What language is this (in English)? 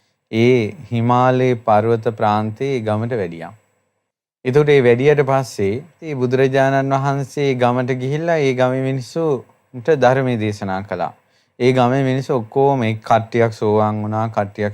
Sinhala